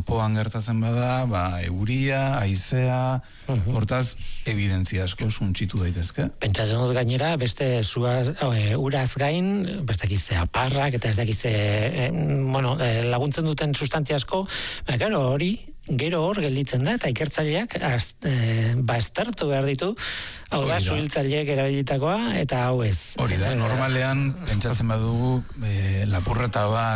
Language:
Basque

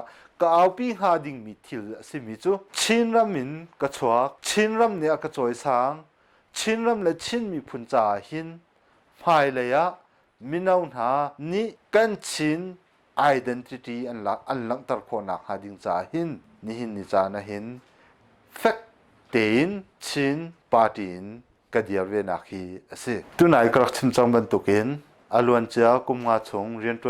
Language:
Hakha Chin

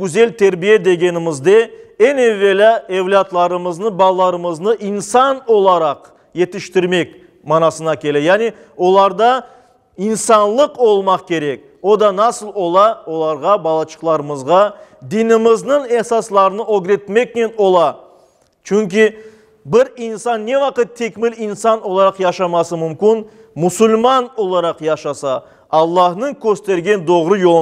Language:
Crimean Tatar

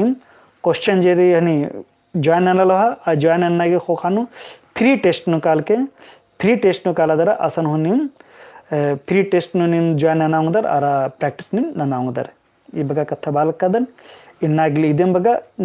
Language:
Kurukh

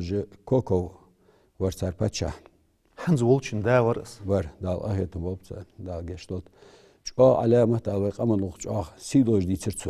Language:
Ingush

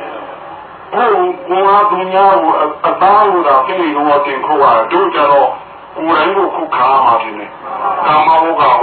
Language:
Burmese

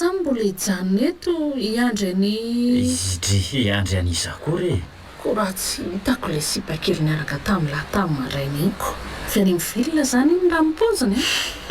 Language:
Malagasy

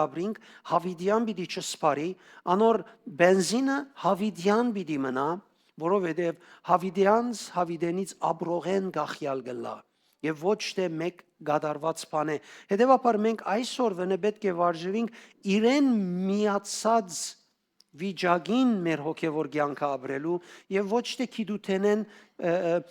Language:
Western Armenian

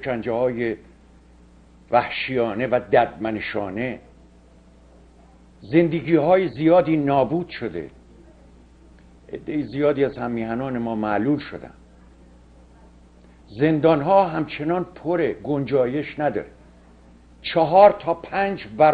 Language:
Persian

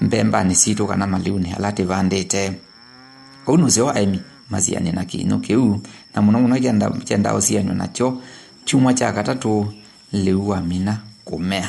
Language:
Kamba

